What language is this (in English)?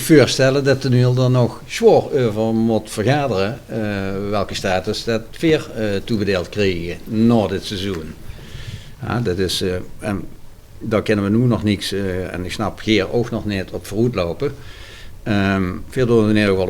Limburgish